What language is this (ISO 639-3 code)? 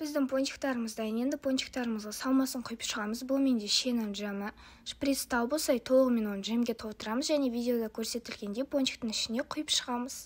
kaz